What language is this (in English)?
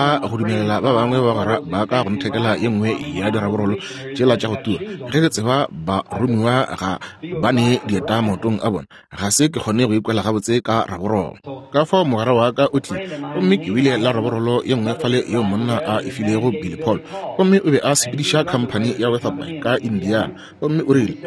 Northern Sotho